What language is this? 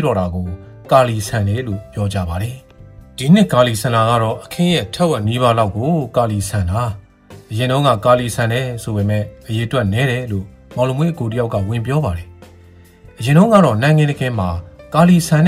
Burmese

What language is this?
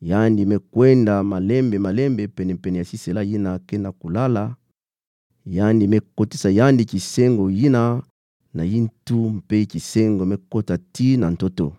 Kituba (Democratic Republic of Congo)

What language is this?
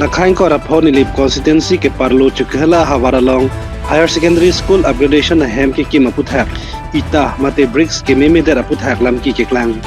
Karbi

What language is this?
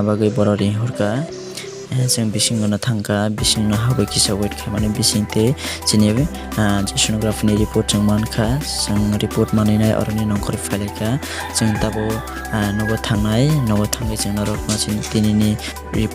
Kok Borok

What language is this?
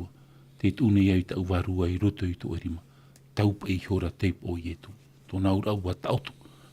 Tahitian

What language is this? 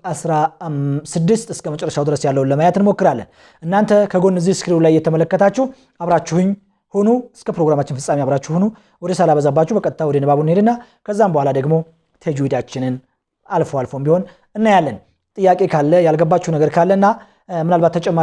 Amharic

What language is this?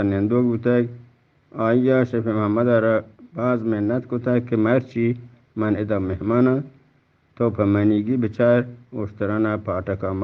Eastern Balochi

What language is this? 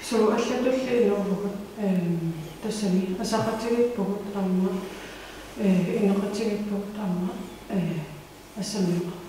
Kalaallisut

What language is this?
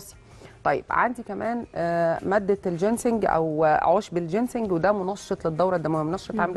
Egyptian Arabic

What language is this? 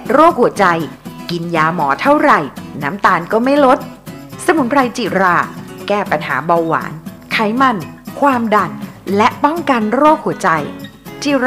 Thai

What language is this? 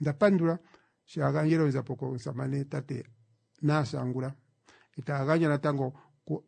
Kuanyama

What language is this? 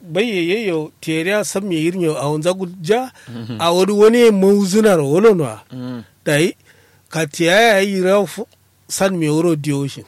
Kanuri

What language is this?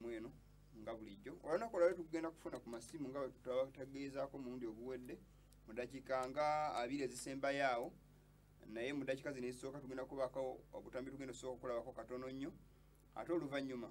Ganda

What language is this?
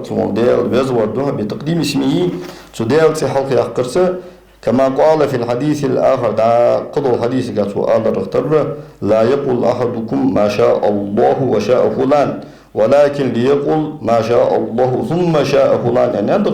Ingush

